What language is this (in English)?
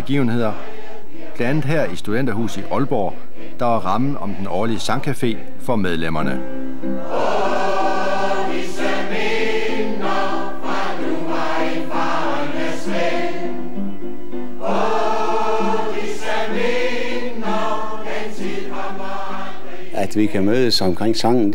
Danish